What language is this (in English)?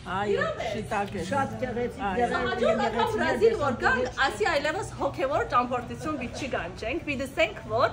Western Armenian